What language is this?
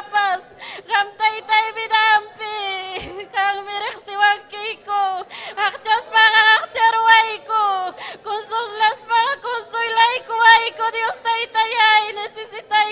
Ayacucho Quechua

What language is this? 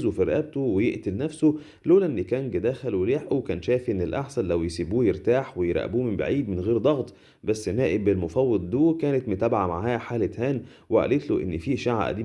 Egyptian Arabic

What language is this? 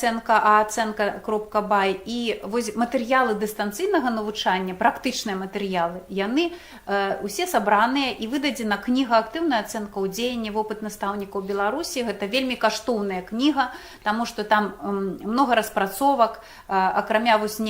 Belarusian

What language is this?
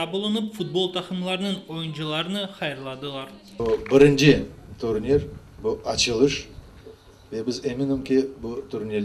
Crimean Tatar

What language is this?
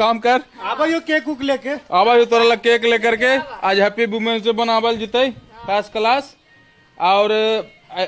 Magahi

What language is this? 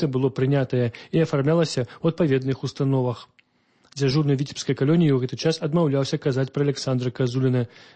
Belarusian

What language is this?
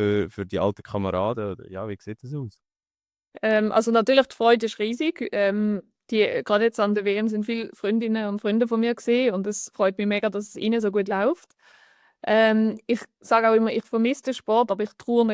Swiss German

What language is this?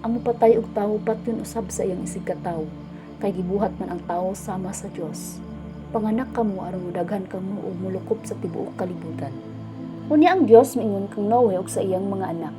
Cebuano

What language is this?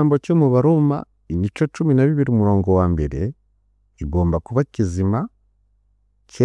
Kinyarwanda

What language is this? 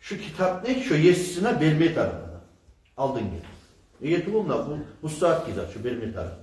Kumyk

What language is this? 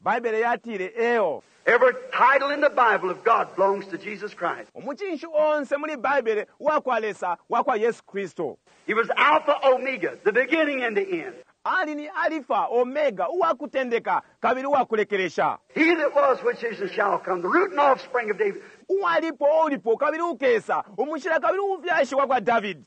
Bemba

